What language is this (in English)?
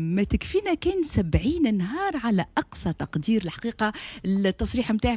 Tunisian Arabic